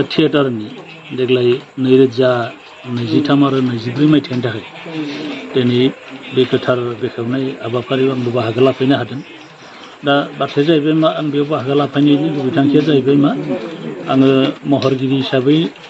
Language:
Bodo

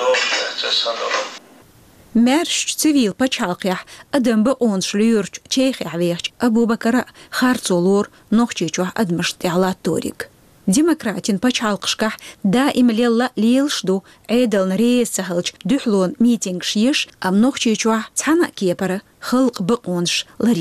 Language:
Chechen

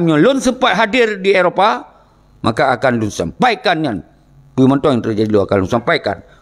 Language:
Achinese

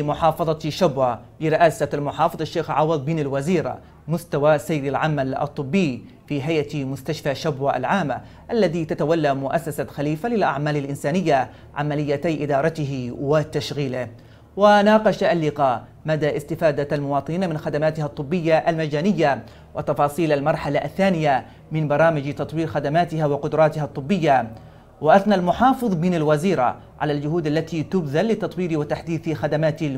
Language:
Arabic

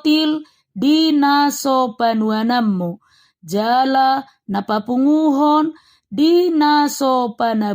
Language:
Batak Toba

